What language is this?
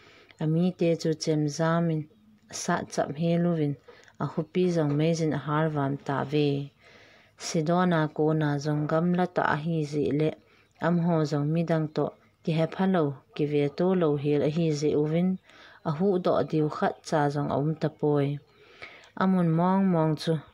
Thado Chin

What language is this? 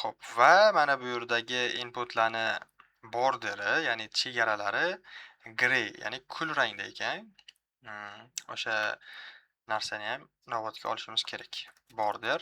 Uzbek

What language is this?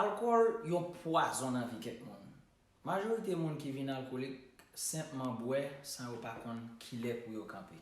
Haitian Creole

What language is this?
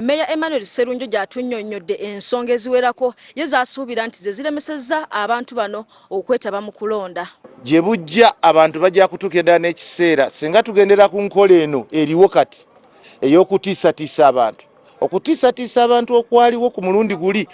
Ganda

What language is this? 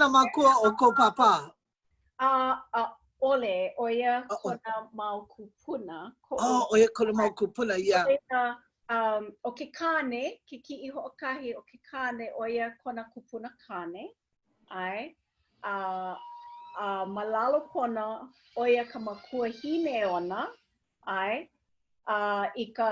Hawaiian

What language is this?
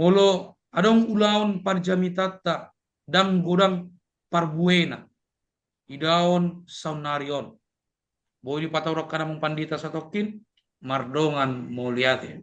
Batak Toba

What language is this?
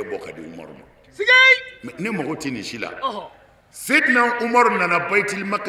Bambara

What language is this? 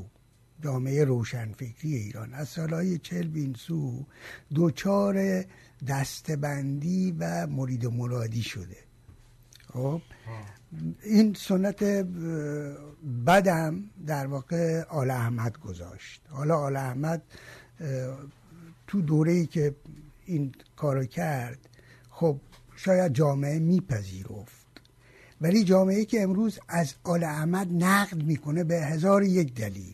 Persian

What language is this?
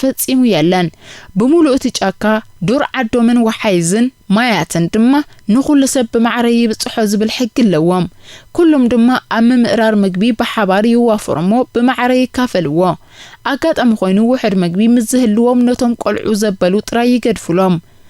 Tigrinya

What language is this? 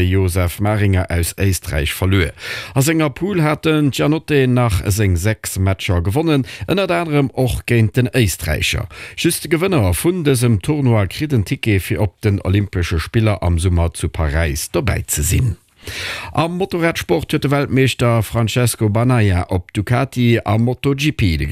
Luxembourgish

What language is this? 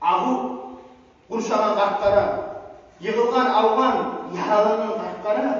Kumyk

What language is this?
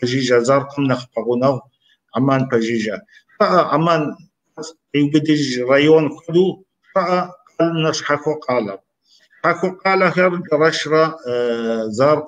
Kabardian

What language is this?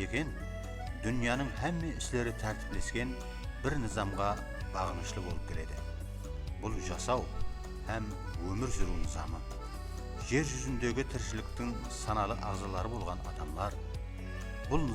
Kara-Kalpak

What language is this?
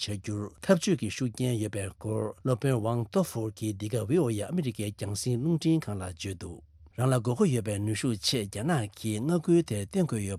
Tibetan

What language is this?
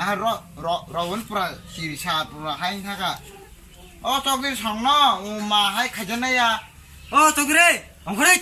Kok Borok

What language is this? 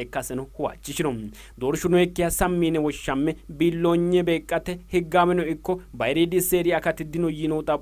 Sidamo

